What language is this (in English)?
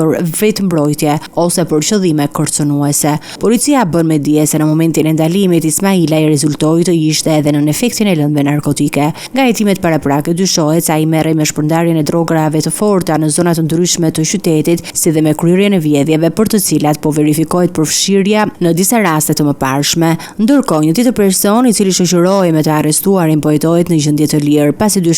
Albanian